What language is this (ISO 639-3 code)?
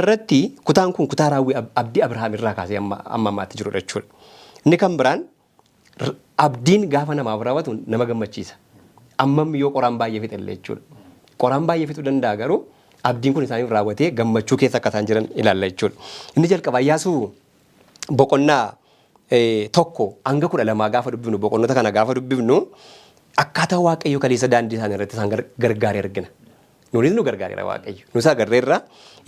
orm